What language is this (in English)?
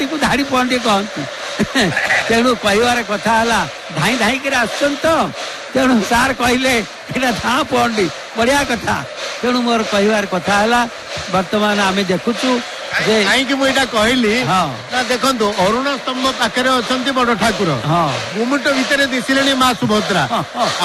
Odia